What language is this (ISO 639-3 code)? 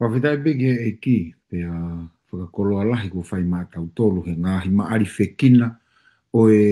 ton